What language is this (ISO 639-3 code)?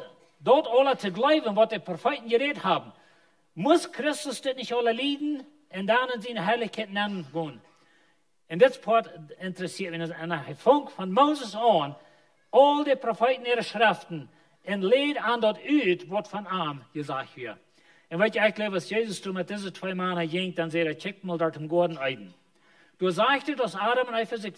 pdt